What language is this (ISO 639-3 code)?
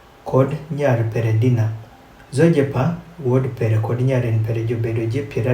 adh